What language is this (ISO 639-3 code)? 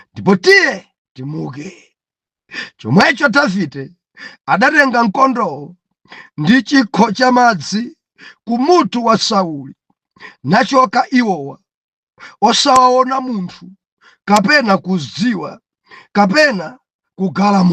nya